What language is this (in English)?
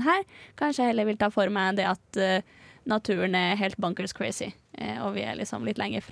Norwegian